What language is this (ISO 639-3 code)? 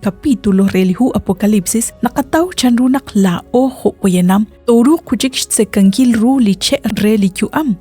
kek